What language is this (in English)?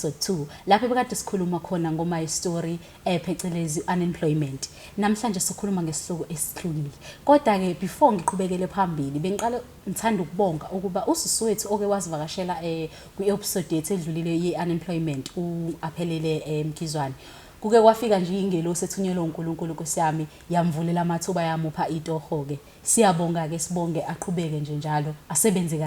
Zulu